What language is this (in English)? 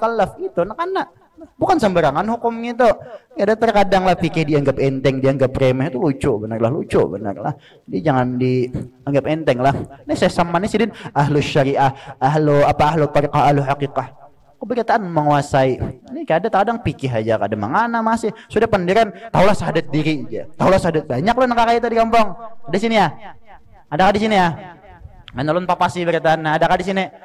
Banjar